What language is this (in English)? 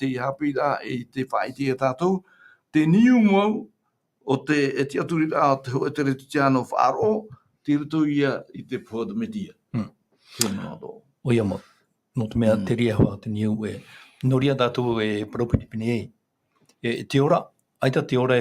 Tahitian